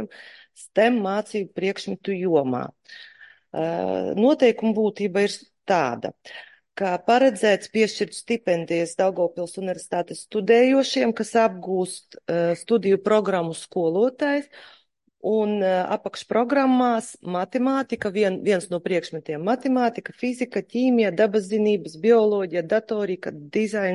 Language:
Latvian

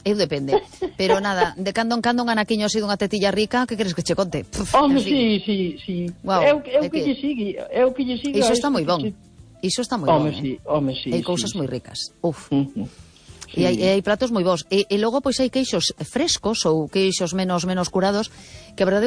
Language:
Galician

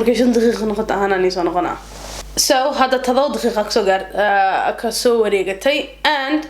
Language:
Somali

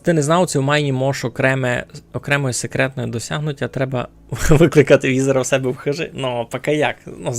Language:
Rusyn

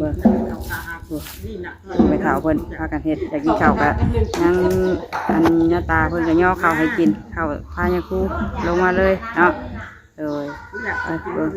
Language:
Northeastern Thai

